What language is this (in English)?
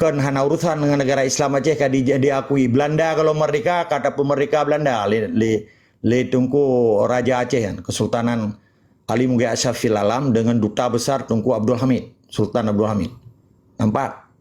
Achinese